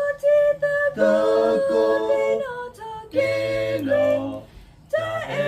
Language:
S'gaw Karen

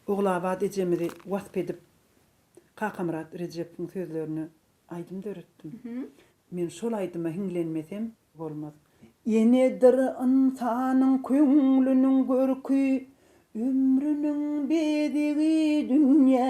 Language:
Turkmen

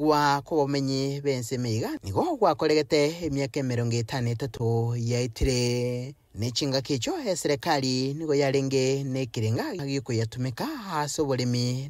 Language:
Gusii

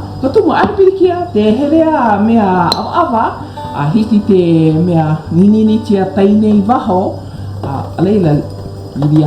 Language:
Hawaiian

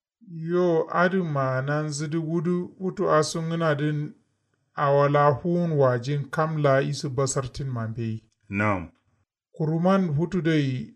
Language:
Kanuri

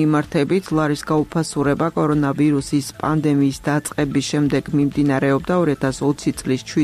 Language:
Georgian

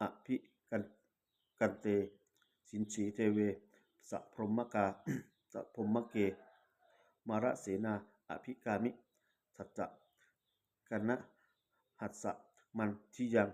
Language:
Pali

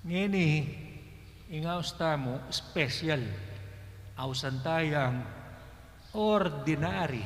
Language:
Pampanga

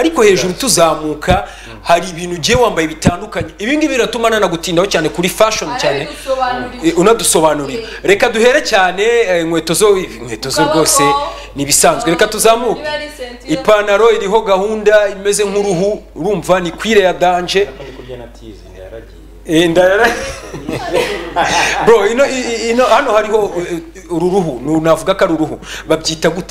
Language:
Kinyarwanda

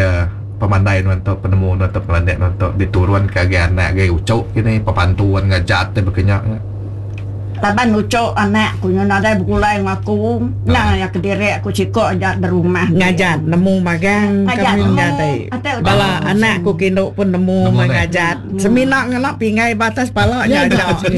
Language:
Iban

